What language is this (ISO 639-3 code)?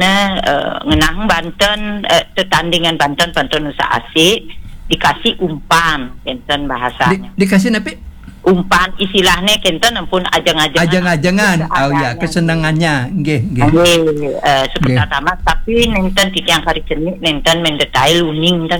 ban